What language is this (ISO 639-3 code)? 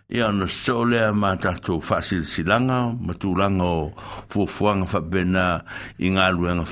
smo